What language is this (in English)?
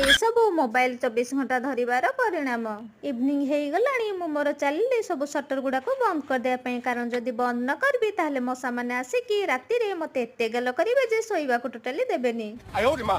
Odia